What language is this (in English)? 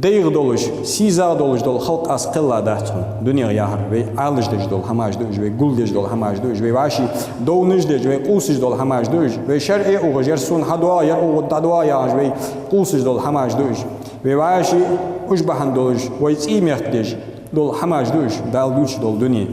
Ingush